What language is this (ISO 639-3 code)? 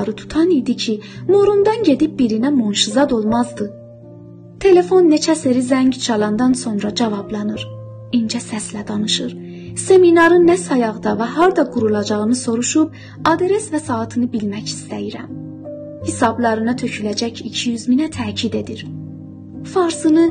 azb